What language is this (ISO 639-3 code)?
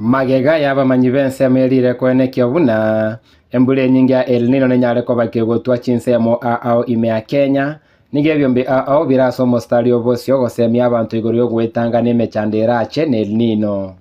guz